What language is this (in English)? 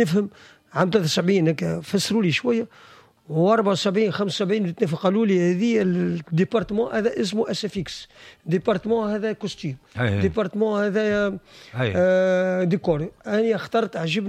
Tunisian Arabic